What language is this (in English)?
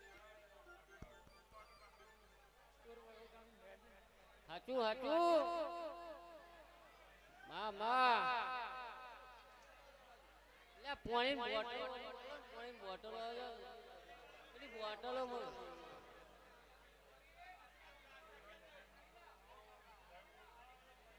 Gujarati